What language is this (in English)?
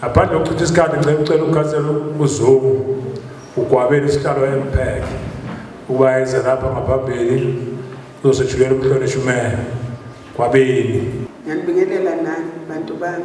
Zulu